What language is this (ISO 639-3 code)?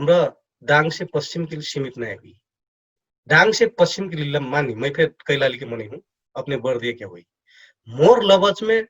thl